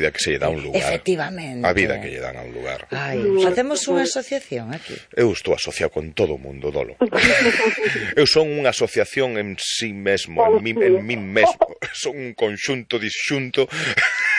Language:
Galician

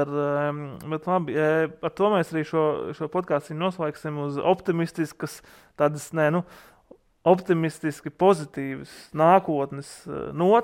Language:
Latvian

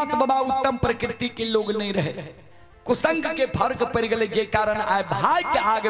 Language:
Maithili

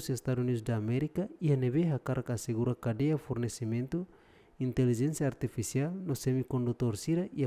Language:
Tetum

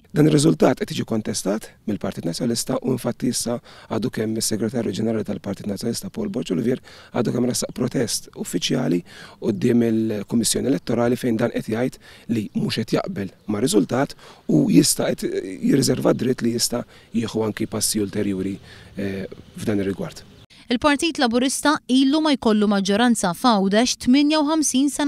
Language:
Maltese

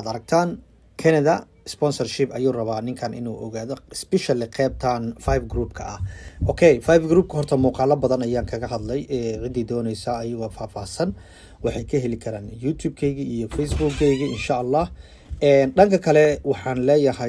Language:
Somali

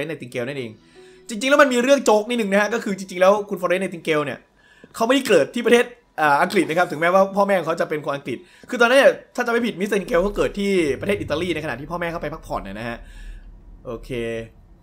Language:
Thai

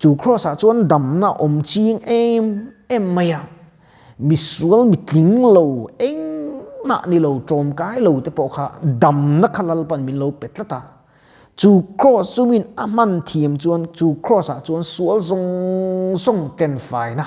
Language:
Mizo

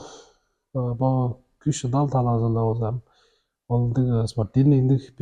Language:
Tuvinian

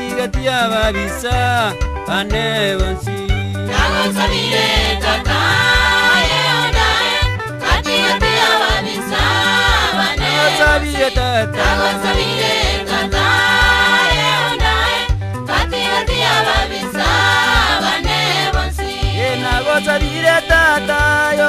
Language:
Gusii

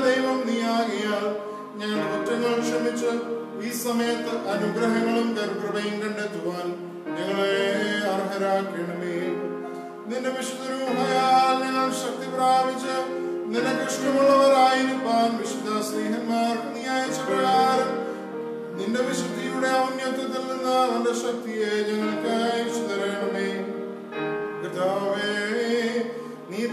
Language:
Malayalam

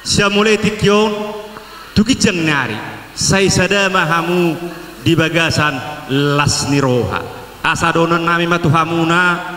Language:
Batak Toba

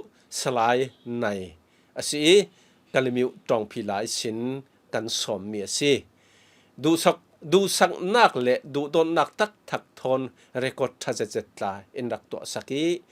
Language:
Falam Chin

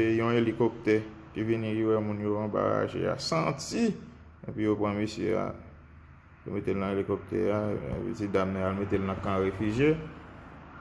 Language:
Haitian Creole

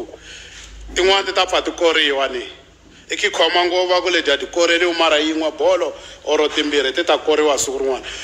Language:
Tsonga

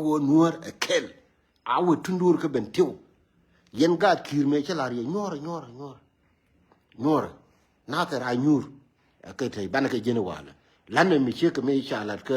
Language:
Nuer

